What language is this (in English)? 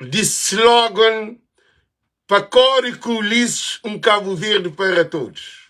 Kabuverdianu